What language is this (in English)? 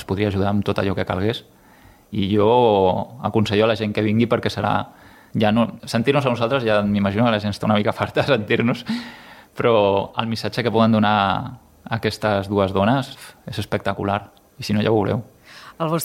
Catalan